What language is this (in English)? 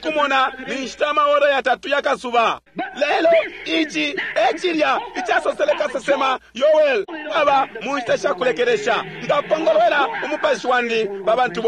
Bemba